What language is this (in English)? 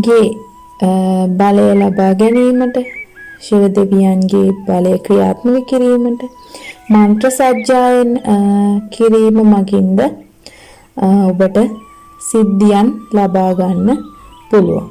Sinhala